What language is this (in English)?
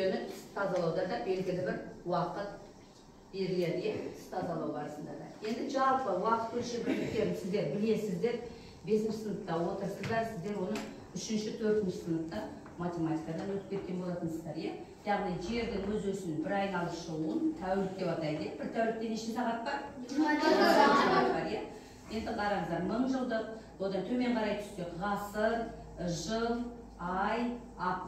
Kazakh